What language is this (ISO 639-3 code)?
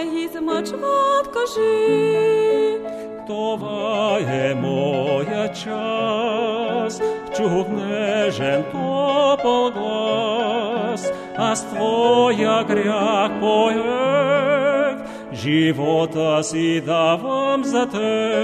bul